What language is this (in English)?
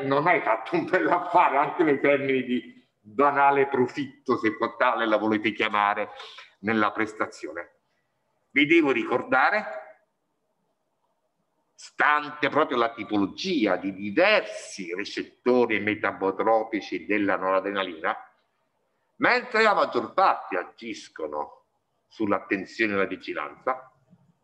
Italian